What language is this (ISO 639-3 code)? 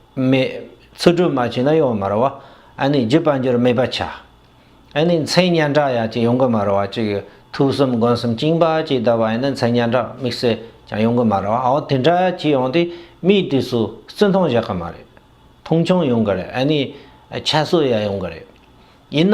bod